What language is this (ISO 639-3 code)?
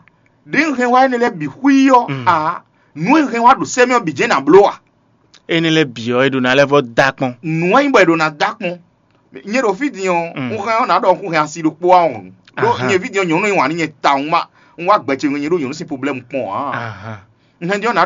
fon